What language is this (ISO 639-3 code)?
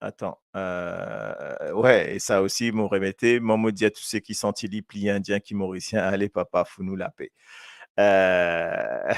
mfe